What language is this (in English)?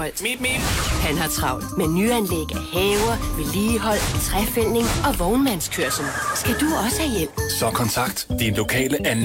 Danish